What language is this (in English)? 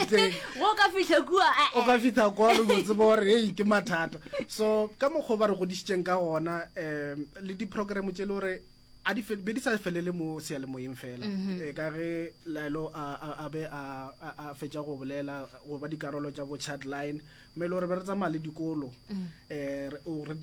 Northern Sotho